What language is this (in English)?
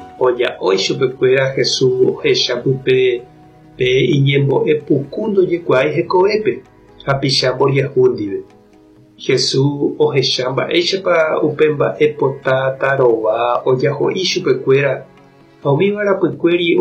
Guarani